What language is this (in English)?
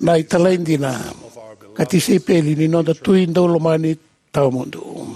Fijian